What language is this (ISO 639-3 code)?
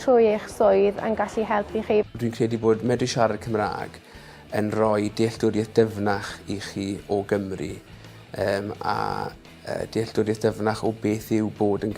cym